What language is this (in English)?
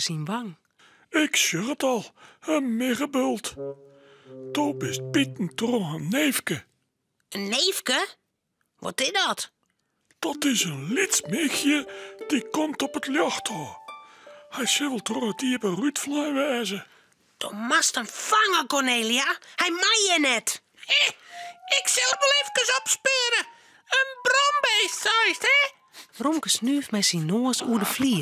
Western Frisian